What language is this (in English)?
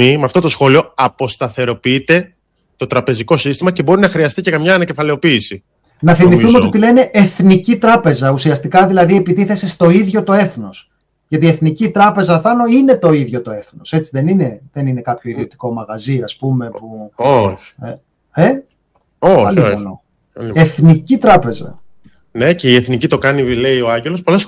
Greek